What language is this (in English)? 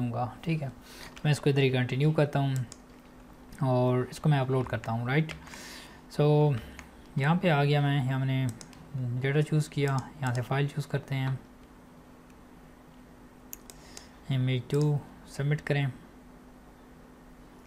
Hindi